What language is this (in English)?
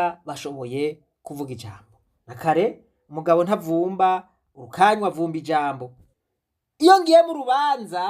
Rundi